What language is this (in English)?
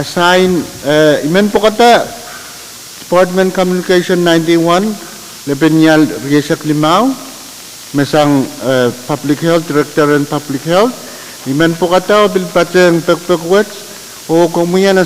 Pohnpeian